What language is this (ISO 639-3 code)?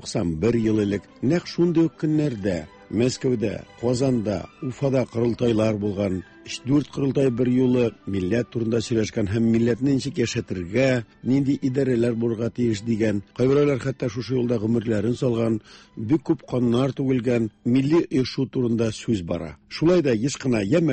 tat